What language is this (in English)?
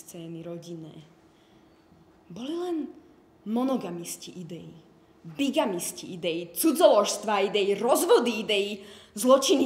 Slovak